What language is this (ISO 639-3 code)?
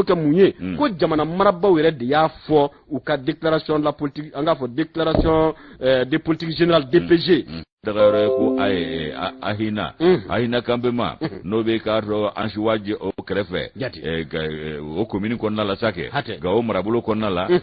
bam